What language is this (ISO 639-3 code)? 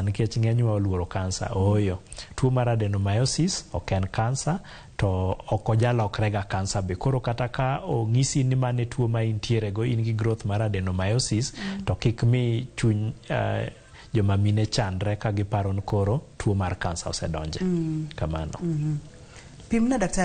luo